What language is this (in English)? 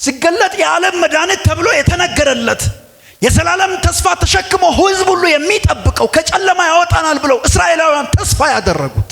Amharic